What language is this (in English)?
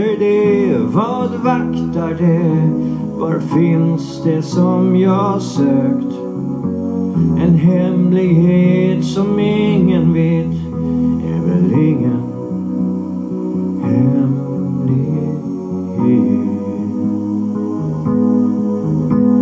Swedish